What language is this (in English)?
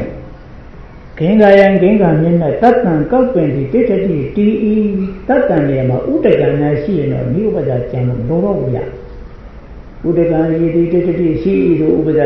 Burmese